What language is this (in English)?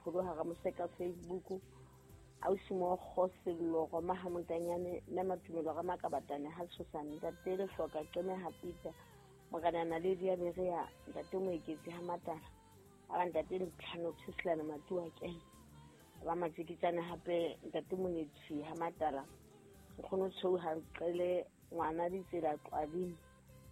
Southern Sotho